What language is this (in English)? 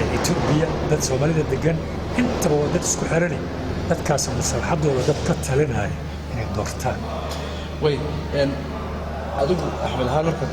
Somali